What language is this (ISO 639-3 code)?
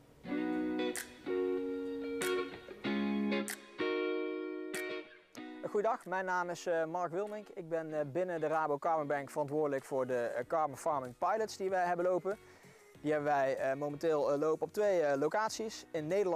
nld